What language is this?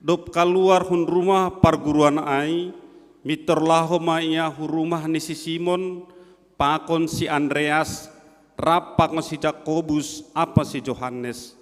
Batak Simalungun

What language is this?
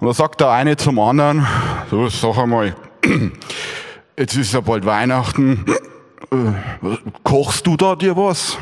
Bavarian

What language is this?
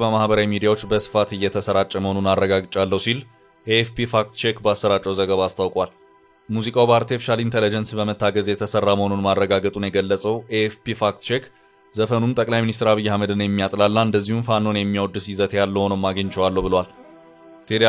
Amharic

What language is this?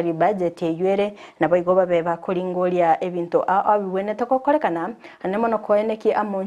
Gusii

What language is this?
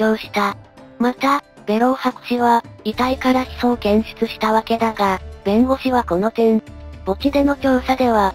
Japanese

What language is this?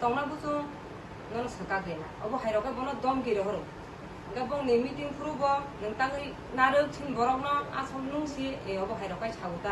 Kok Borok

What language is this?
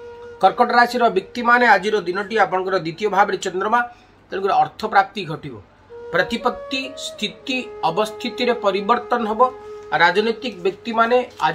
Odia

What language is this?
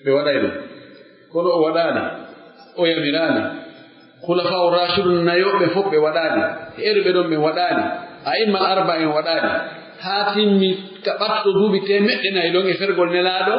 Pular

